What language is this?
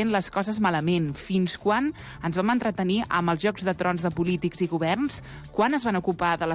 Catalan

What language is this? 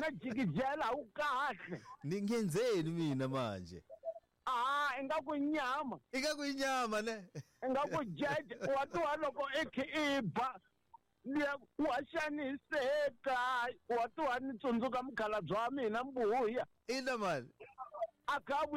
Tsonga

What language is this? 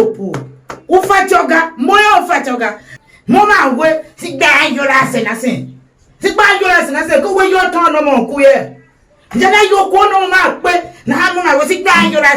Tiv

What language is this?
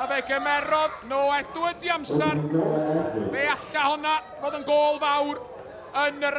Welsh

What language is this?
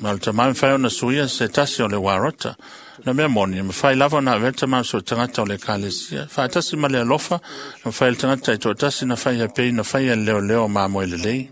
Samoan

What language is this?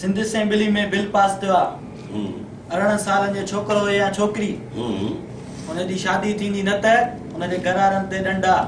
Sindhi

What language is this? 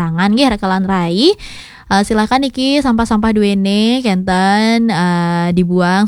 Balinese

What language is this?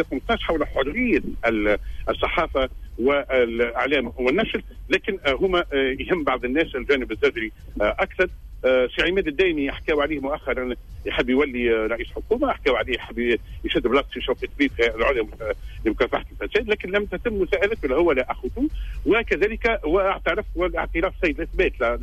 Tunisian Arabic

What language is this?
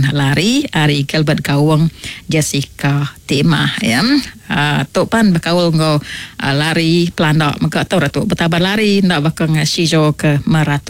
Iban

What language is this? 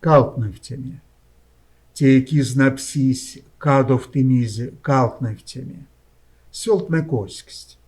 Erzya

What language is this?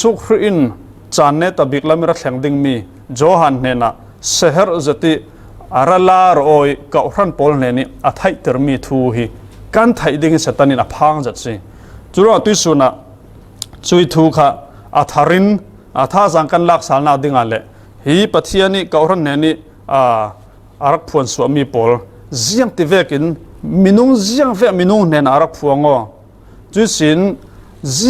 Falam Chin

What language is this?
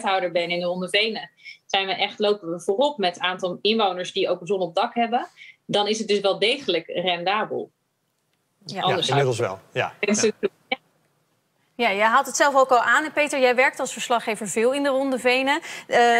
Dutch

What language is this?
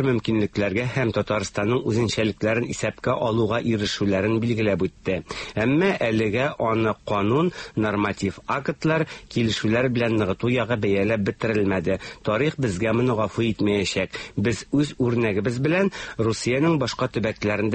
Tatar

